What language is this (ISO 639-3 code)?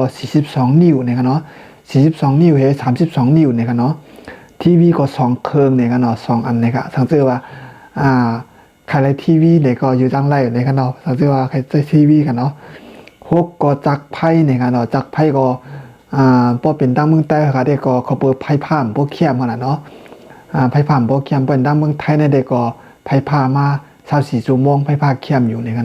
shn